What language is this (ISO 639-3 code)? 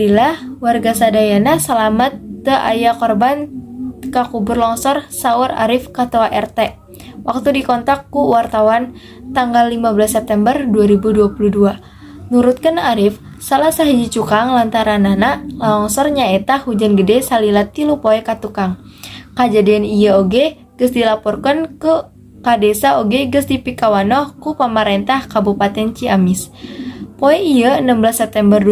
sun